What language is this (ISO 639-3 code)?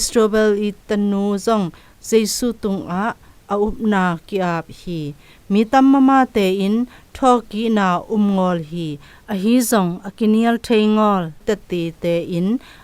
zom